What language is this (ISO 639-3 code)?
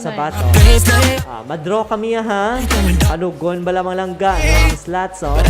hil